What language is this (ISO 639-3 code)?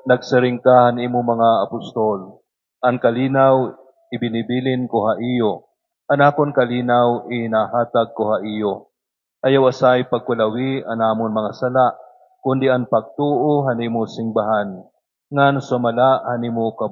war